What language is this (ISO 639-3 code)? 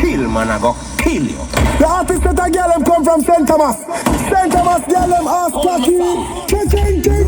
jam